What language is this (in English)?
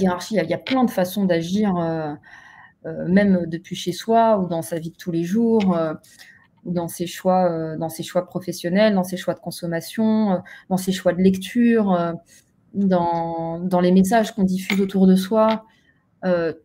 French